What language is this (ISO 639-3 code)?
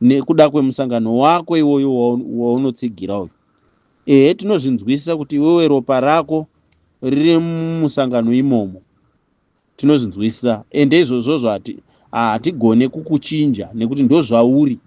sna